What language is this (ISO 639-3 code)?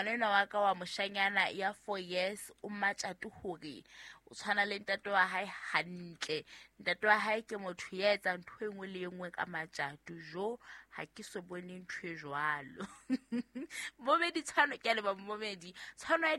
sot